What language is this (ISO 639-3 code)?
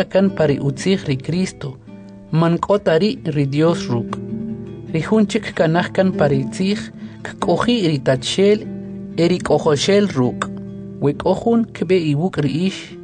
quc